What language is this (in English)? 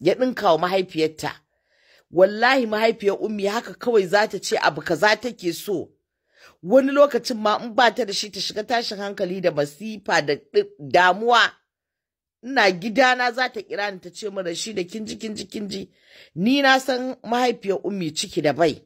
Hausa